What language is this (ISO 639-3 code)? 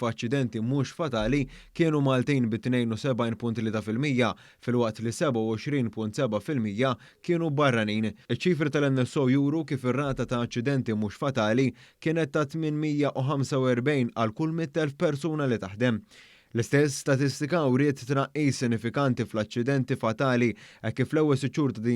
mlt